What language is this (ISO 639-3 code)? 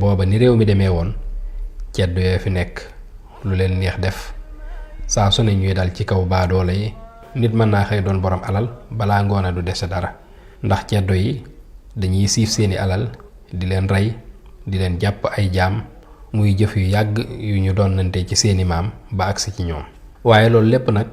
wol